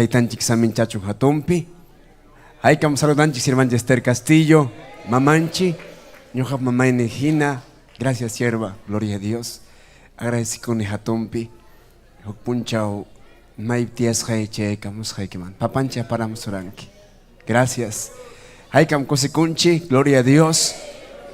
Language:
Ayacucho Quechua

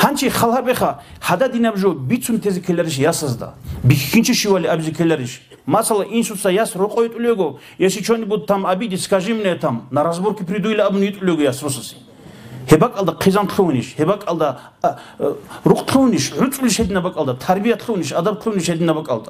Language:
Avaric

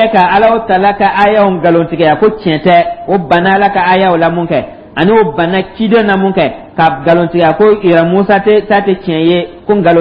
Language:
Dyula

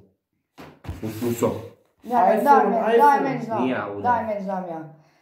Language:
Croatian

